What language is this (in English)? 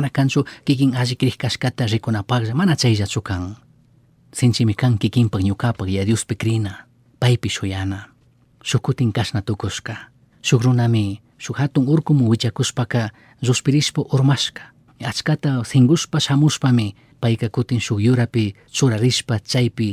Chimborazo Highland Quichua